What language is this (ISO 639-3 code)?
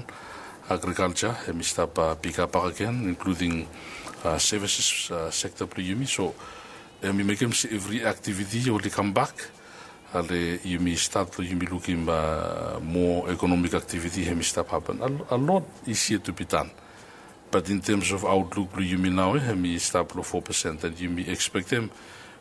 bis